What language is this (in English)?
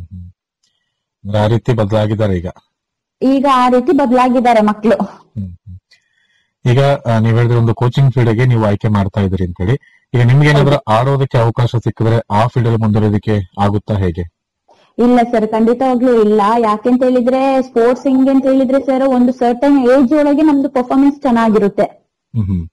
Kannada